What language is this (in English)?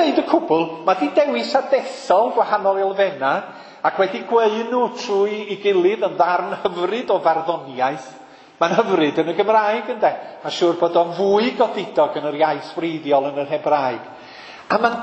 Welsh